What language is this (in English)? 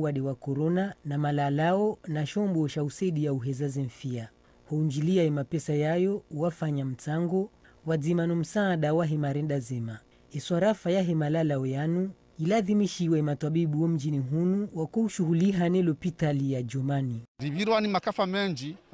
Ngazidja Comorian